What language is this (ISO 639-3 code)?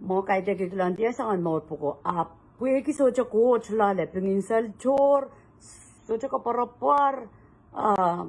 pon